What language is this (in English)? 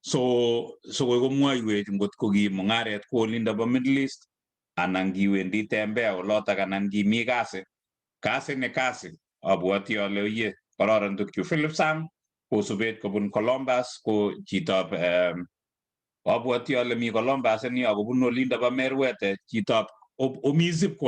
Kalenjin